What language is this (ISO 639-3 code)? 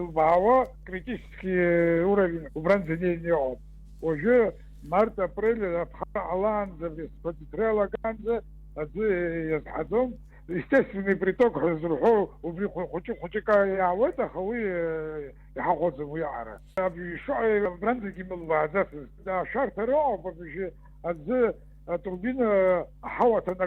abk